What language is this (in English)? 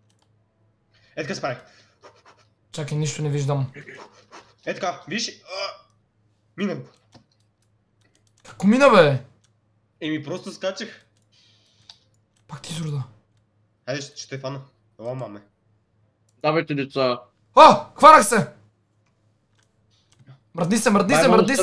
Bulgarian